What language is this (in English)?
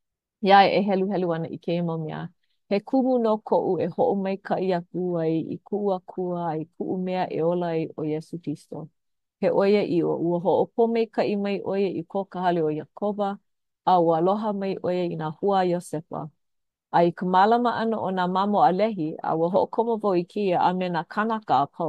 Hawaiian